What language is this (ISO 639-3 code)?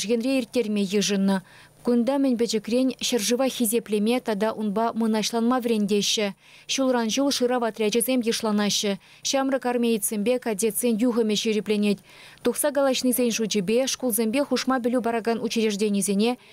chv